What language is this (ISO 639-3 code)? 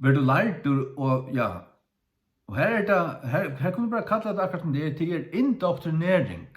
fao